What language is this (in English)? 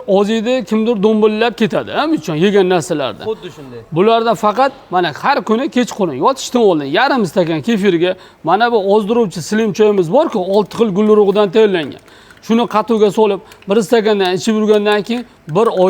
Uzbek